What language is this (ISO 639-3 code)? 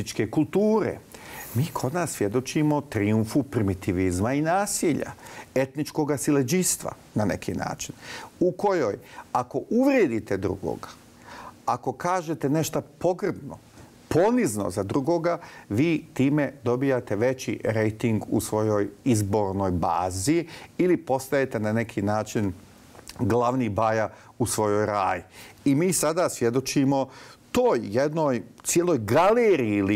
bos